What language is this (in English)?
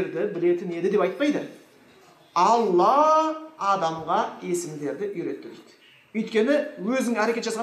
Kazakh